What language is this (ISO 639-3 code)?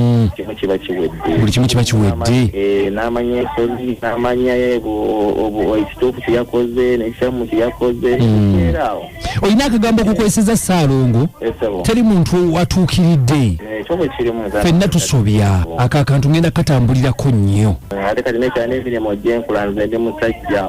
lug